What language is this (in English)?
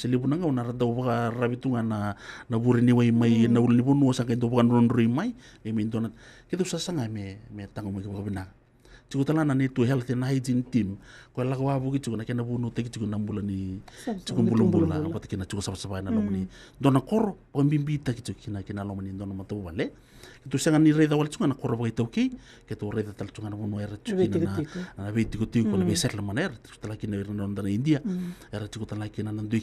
Fijian